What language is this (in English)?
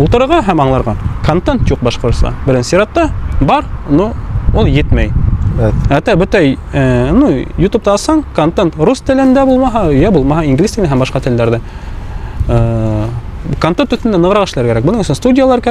Bashkir